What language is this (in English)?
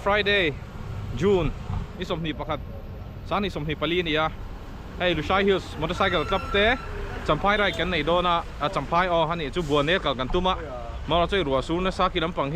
Mizo